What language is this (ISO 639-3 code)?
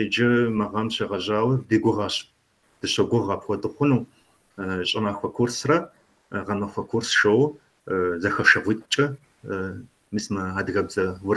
kbd